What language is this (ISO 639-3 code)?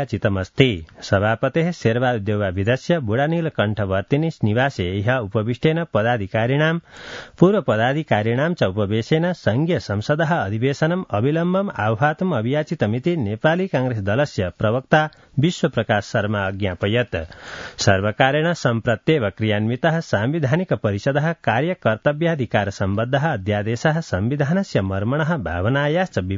san